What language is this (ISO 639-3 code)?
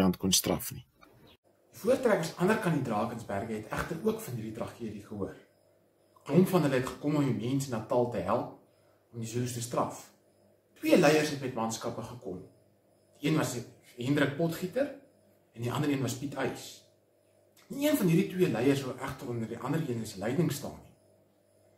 afr